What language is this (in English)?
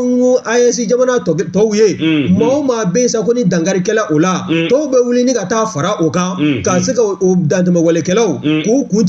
Bambara